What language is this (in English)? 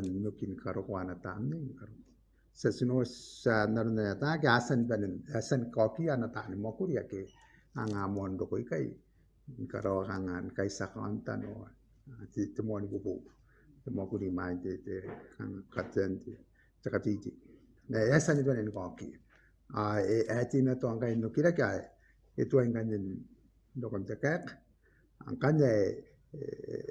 Gilbertese